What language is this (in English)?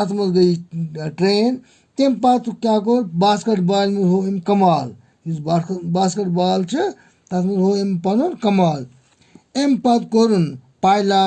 Kashmiri